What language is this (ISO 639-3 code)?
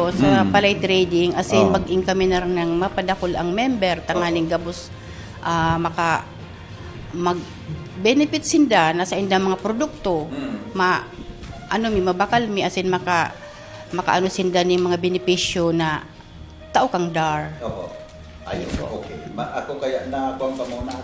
bik